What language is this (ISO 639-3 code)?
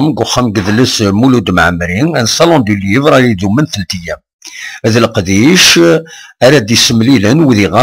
kab